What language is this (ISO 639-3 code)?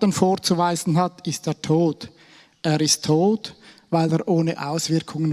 gsw